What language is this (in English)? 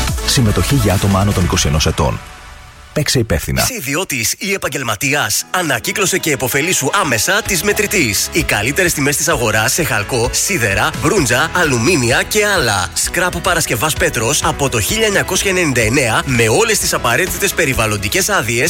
Greek